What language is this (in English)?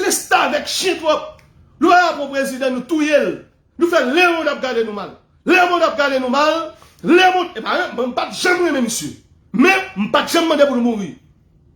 Haitian Creole